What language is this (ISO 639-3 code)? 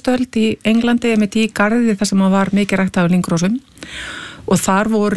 isl